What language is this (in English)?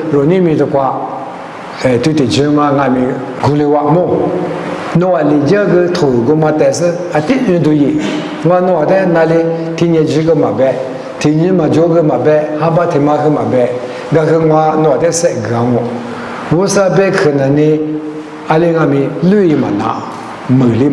Lisu